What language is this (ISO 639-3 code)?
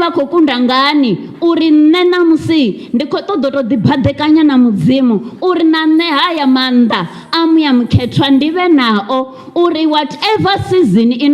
ven